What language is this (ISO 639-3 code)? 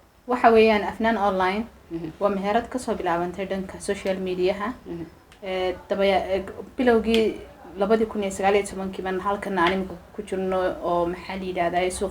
som